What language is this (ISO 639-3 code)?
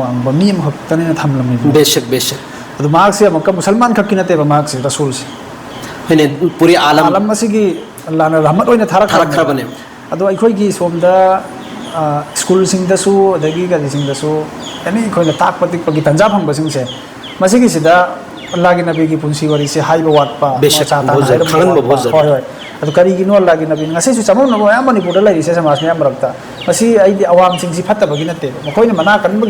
mni